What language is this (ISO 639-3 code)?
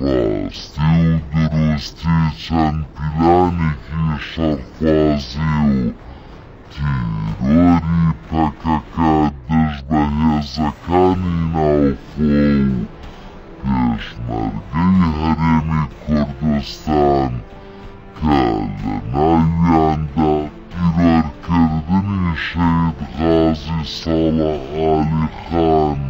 kur